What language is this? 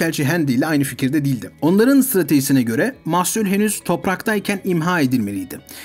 Turkish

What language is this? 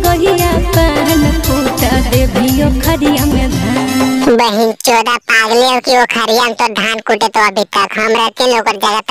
Magahi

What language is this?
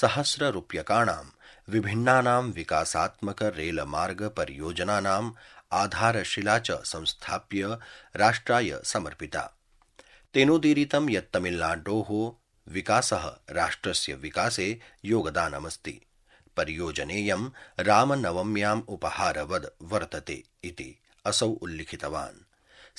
Sanskrit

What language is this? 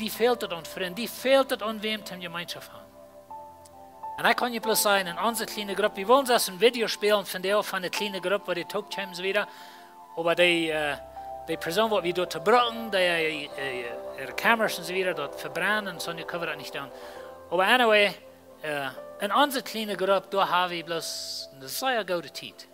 Plautdietsch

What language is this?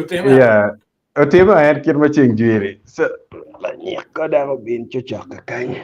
Acoli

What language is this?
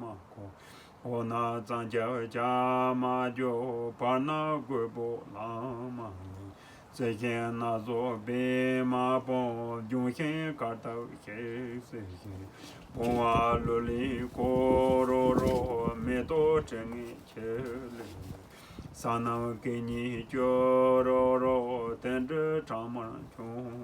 Tibetan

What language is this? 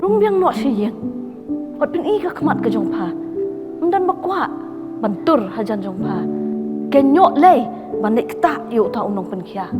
Khasi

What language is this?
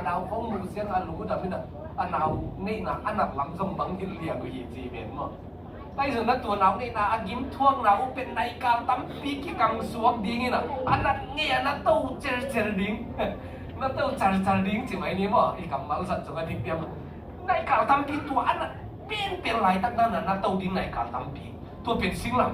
Tedim Chin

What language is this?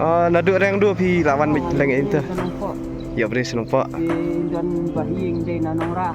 Khasi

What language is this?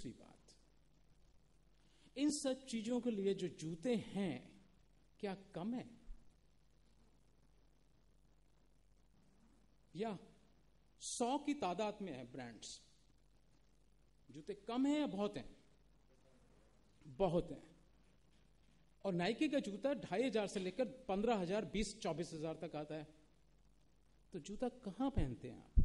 Hindi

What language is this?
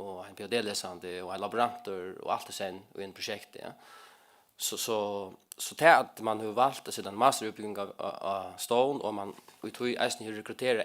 Faroese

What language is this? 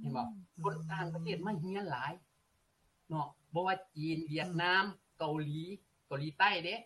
Lao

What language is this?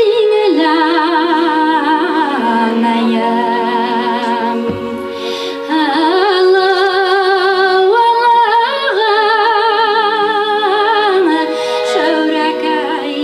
Bashkir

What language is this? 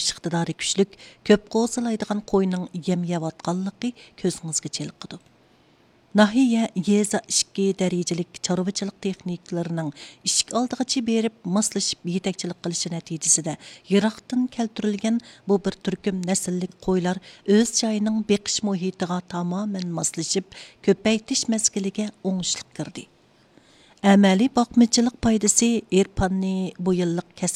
Uyghur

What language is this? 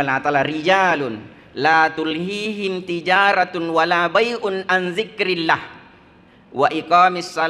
Buginese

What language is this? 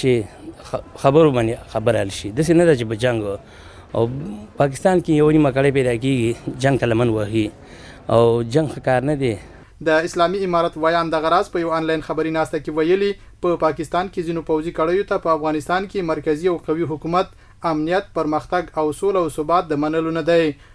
Pashto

